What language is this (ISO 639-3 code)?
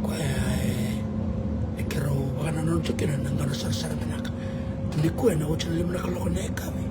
fij